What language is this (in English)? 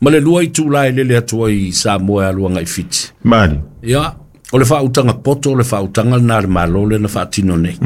Samoan